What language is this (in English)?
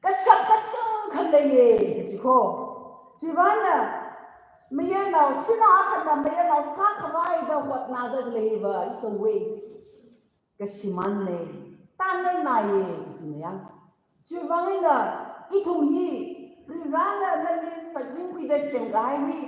Tangkhul Naga (India)